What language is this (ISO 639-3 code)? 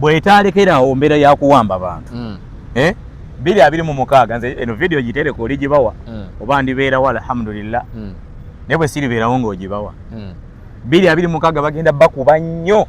lug